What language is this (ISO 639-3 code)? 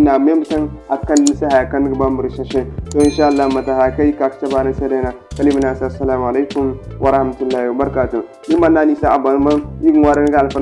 dje